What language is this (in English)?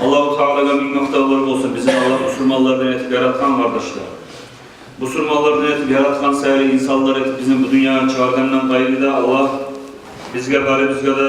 Kumyk